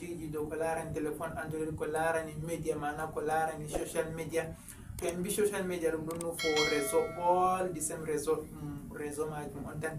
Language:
Fula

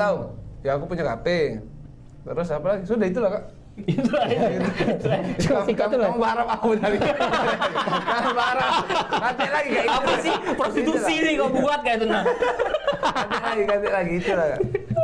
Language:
Musi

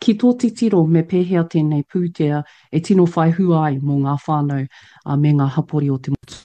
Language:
Māori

